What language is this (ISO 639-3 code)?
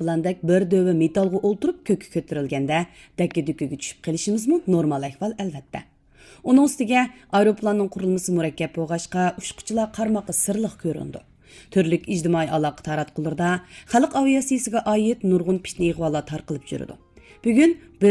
uig